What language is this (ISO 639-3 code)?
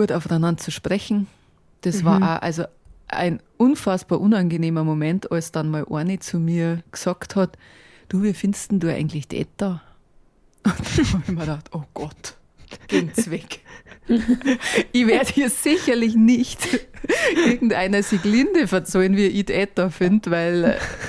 bar